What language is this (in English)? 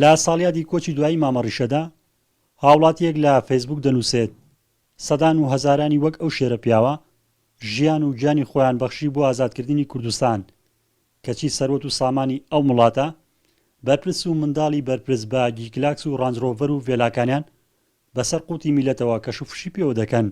Central Kurdish